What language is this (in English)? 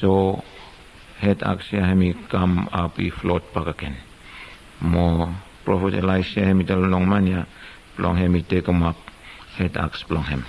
Bislama